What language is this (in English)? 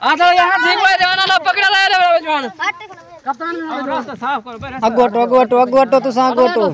Saraiki